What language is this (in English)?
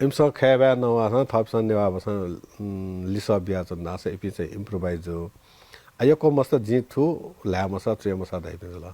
Newari